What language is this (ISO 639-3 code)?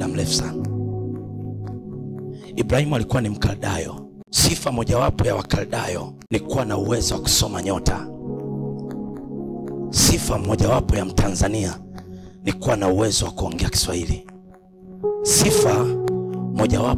swa